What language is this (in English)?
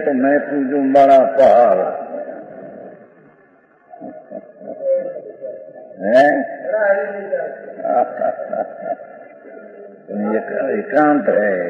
Hindi